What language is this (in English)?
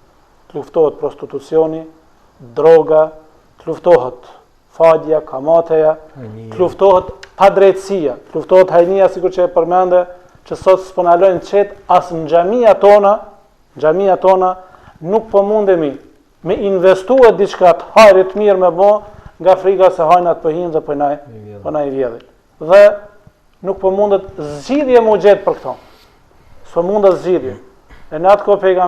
Albanian